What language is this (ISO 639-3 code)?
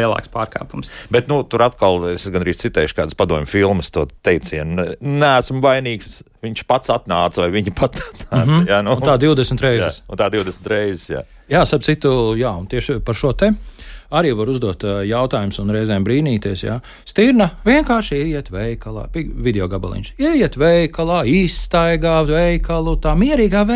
lav